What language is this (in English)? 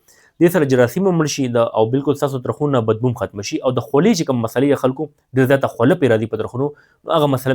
Pashto